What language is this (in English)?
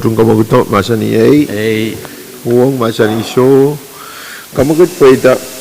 Pohnpeian